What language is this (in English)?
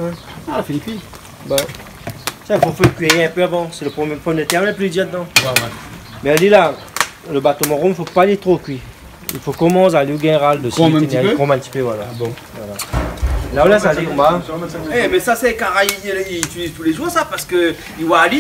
Réunion Creole French